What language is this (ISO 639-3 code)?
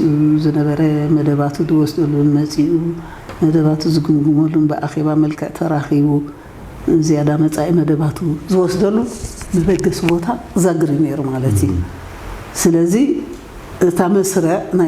tir